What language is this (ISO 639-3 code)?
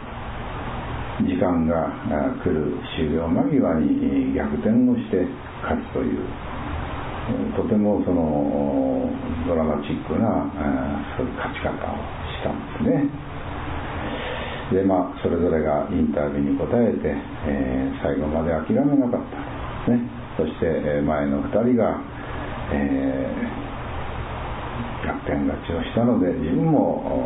jpn